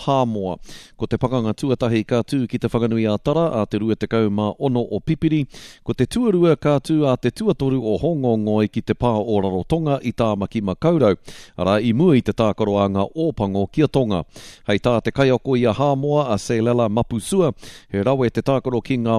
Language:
Māori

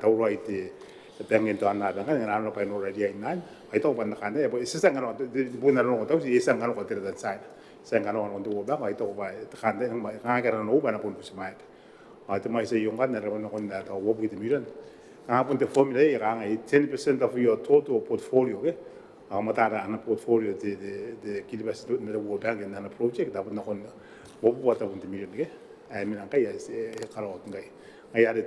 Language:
Gilbertese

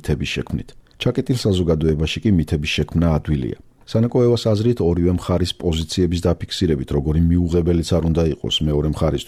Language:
Georgian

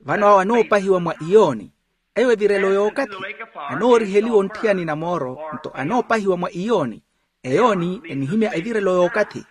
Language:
Makhuwa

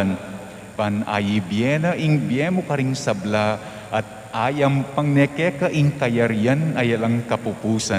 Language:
Pampanga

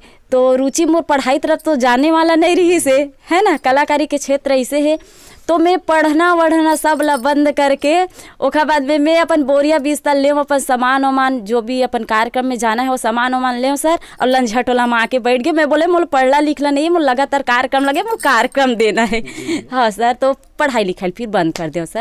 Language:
Chhattisgarhi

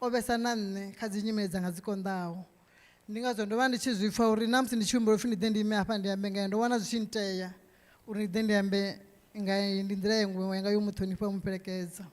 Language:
Venda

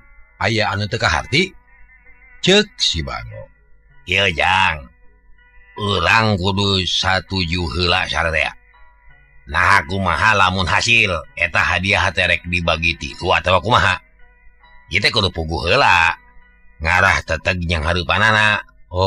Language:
Sundanese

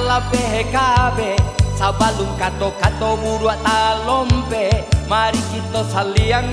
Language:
Minangkabau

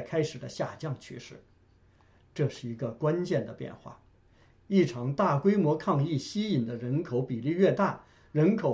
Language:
Chinese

